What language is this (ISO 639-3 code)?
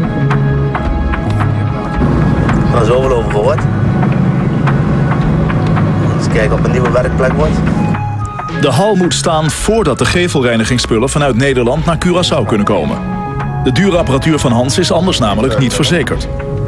nld